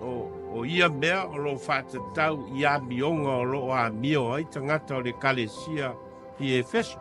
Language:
Samoan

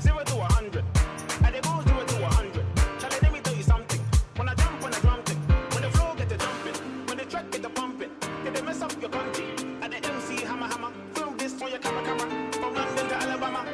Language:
Kara-Kalpak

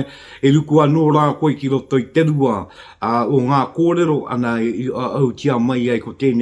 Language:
Māori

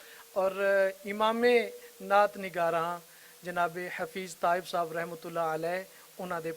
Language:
Western Panjabi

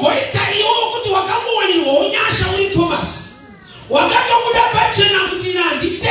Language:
Shona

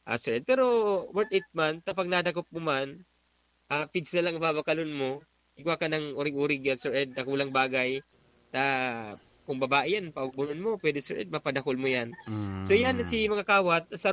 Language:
Bikol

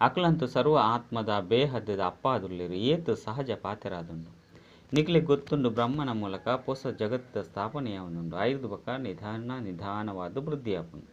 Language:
Tulu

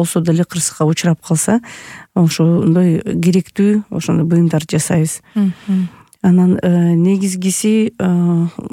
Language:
Kyrgyz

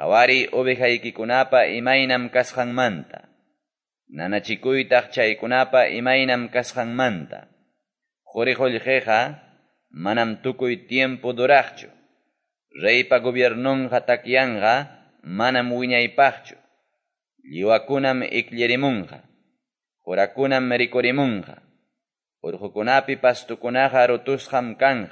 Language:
Quechua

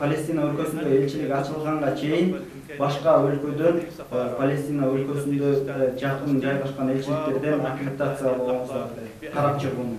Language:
Kyrgyz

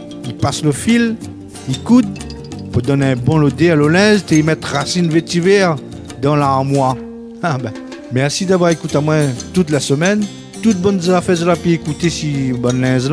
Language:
Réunion Creole French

